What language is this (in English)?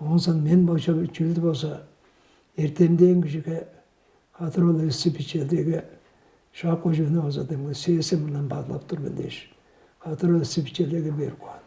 Tuvinian